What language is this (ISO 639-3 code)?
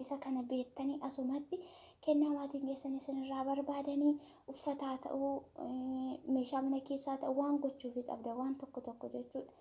orm